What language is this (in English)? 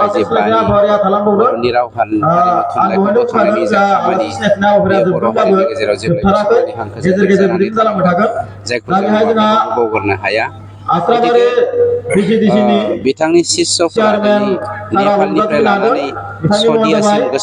Bodo